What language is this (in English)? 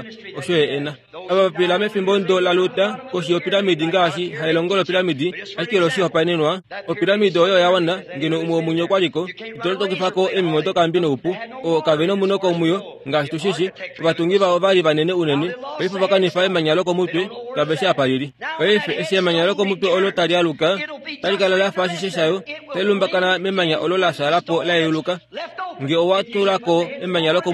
Kuanyama